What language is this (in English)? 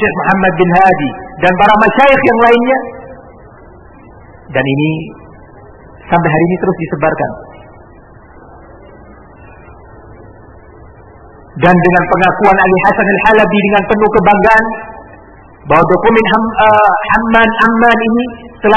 Indonesian